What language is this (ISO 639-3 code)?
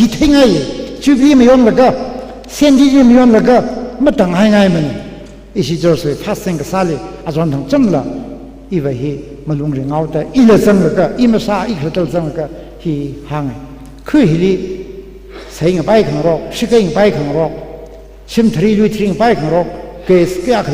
nmf